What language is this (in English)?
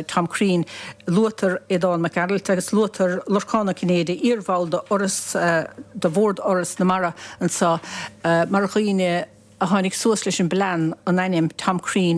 Irish